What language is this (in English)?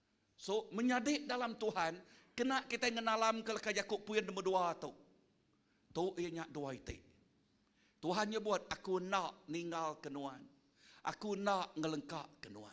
Iban